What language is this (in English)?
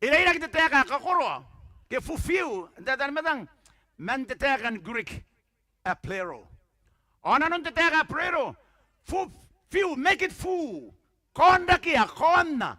Gilbertese